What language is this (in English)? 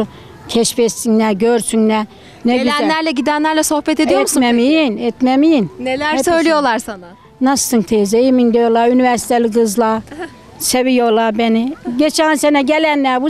Turkish